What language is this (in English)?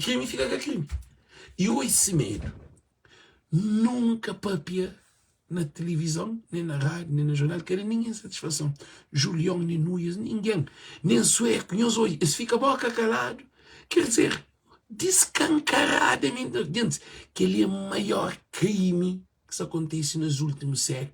Kabuverdianu